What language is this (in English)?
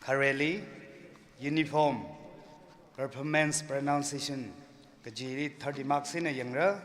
Tangkhul Naga (India)